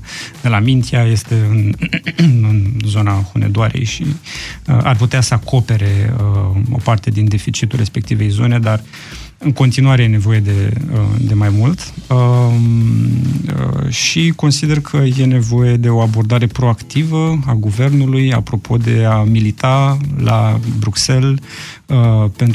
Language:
Romanian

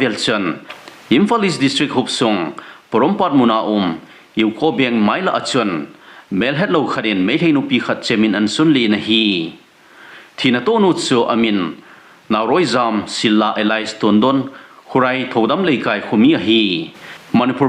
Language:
Thado Chin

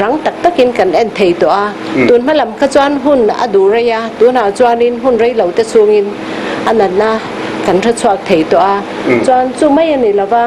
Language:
Mizo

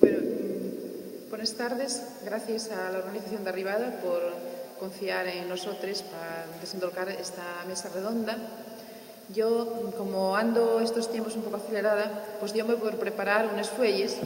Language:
Asturian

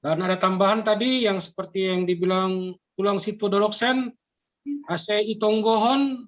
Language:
Batak Simalungun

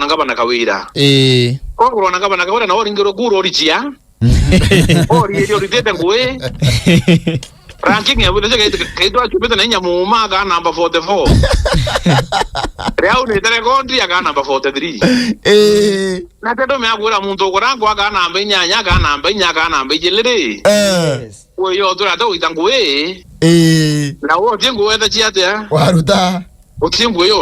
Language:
Meru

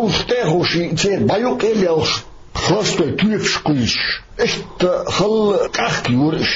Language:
Chechen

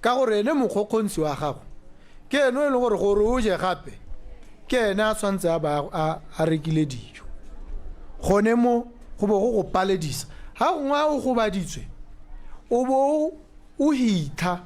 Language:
Tswana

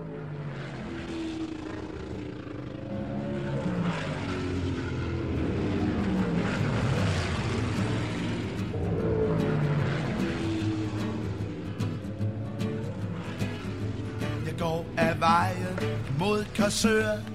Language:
Danish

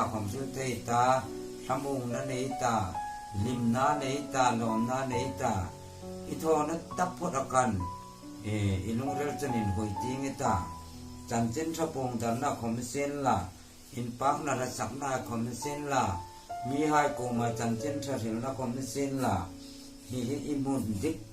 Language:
Hmar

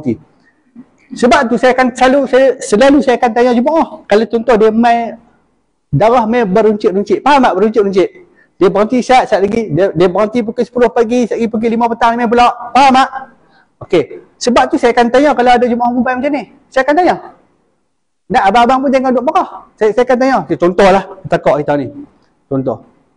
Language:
Malay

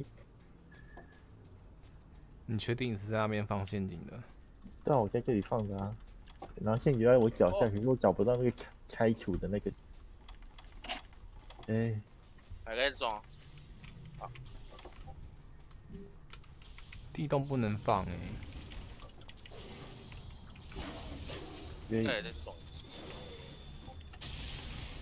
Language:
Chinese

